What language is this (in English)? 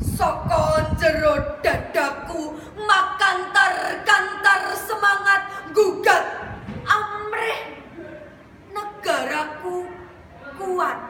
Javanese